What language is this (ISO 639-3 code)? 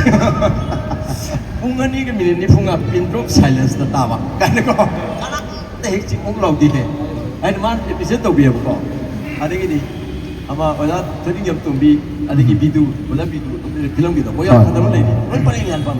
mni